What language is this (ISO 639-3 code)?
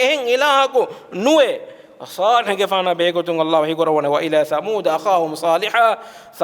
div